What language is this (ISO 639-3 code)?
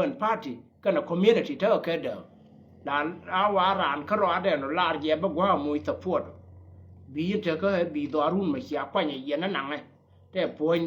nus